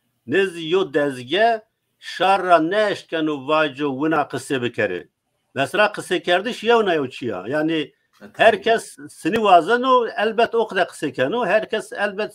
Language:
Zaza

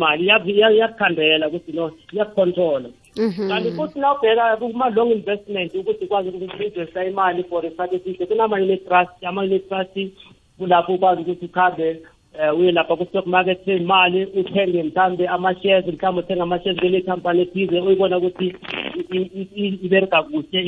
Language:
South Ndebele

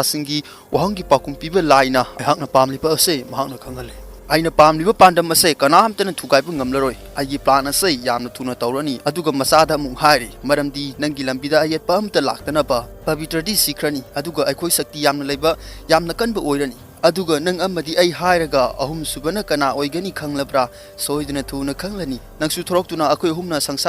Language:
Manipuri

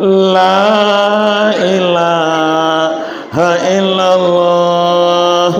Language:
Minangkabau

